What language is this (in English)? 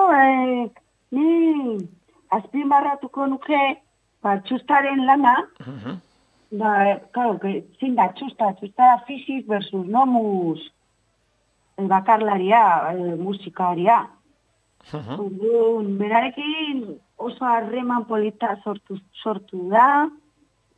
Basque